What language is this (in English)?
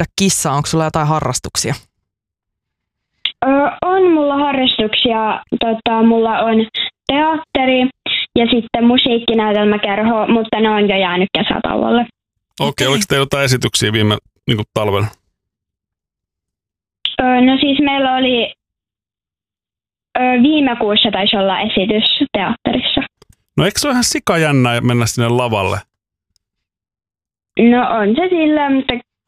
Finnish